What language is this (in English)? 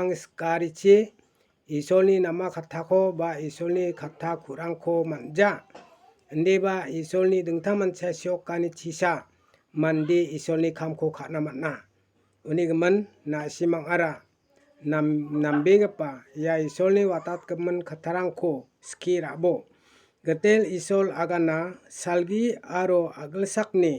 Garo